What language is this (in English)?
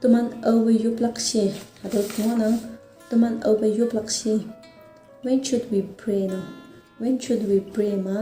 Konyak Naga